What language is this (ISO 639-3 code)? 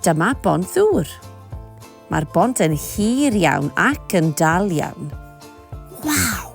cym